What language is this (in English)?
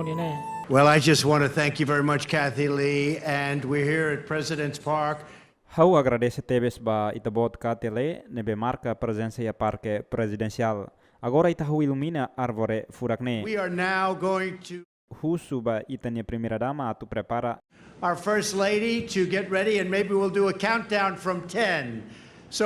Tetum